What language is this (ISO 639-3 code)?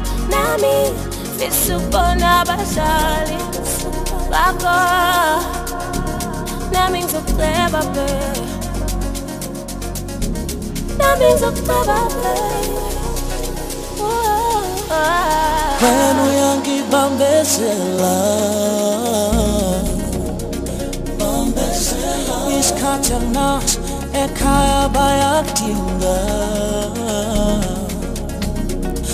zul